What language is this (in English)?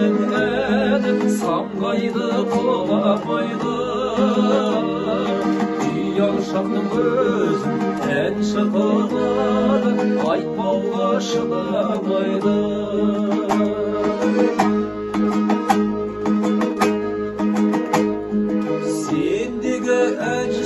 Kazakh